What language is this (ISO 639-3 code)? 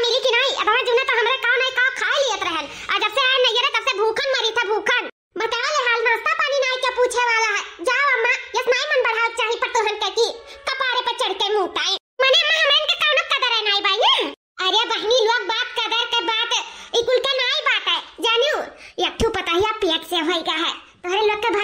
awa